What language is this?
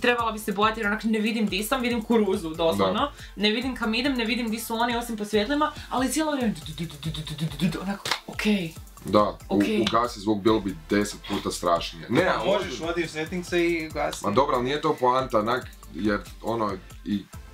Croatian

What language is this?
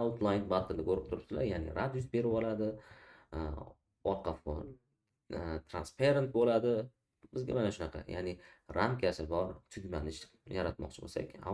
Uzbek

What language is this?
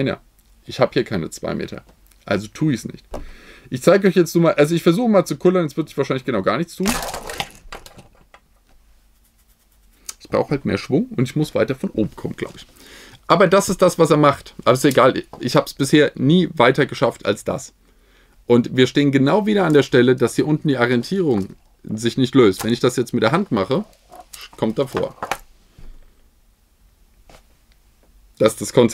German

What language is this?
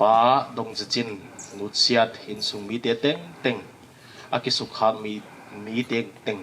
Paite Chin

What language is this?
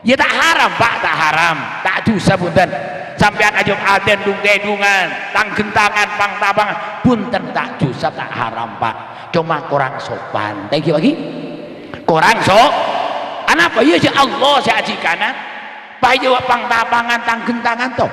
Madurese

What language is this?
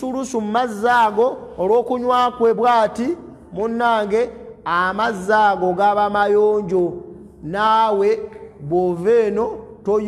Ganda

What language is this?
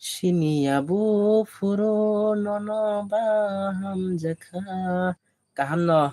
Kok Borok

